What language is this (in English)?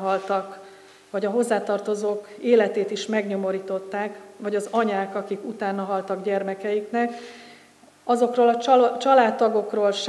Hungarian